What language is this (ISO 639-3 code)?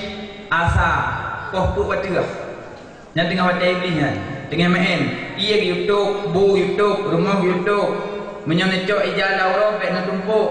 ace